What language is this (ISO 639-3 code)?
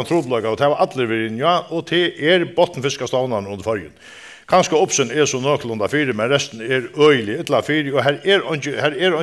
fao